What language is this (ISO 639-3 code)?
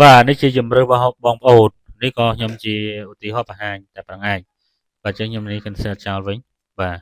khm